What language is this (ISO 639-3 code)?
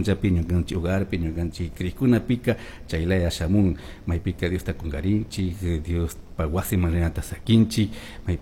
qug